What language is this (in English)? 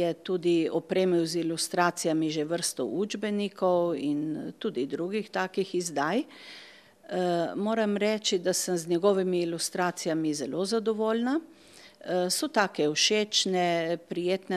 Slovenian